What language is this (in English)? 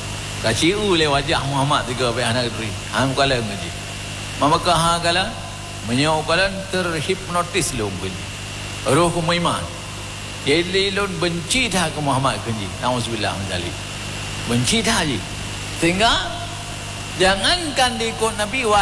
Achinese